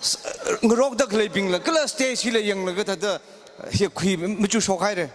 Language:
Tangkhul Naga (India)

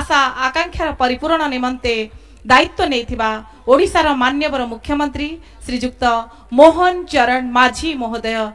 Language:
Odia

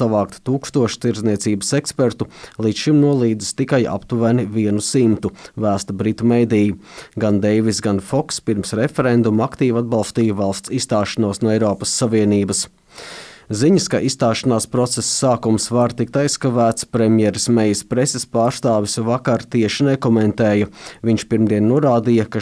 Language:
Latvian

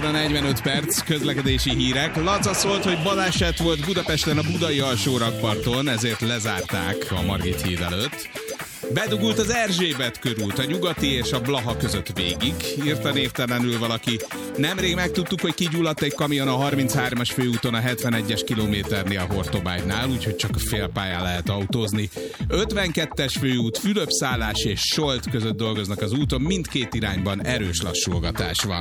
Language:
Hungarian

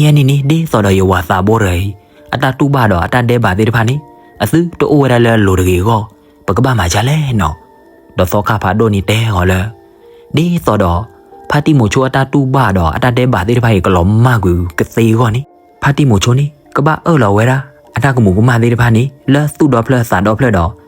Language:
S'gaw Karen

